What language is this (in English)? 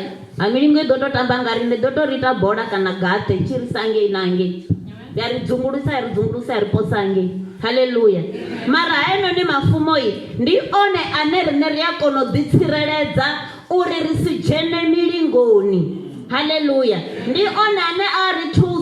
Venda